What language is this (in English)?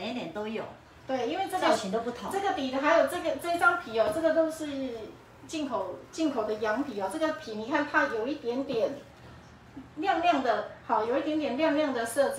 Chinese